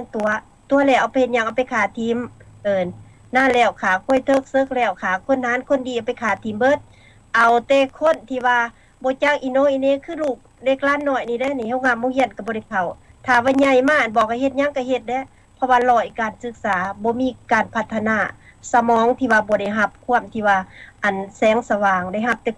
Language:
Lao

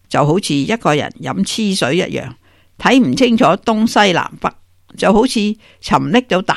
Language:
Cantonese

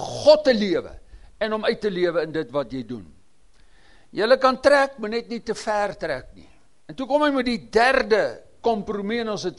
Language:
Afrikaans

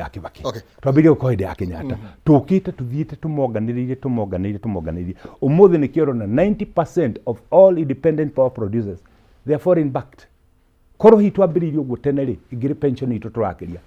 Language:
Kikuyu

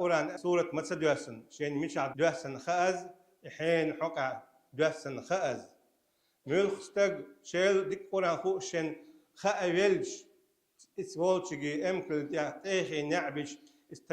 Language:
Chechen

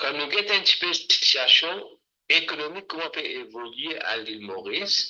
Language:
Morisyen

